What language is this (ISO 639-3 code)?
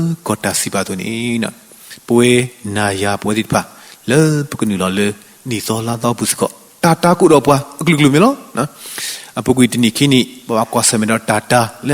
ksw